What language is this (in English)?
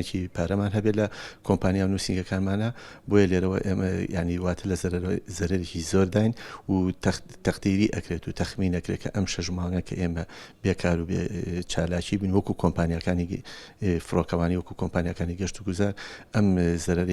Central Kurdish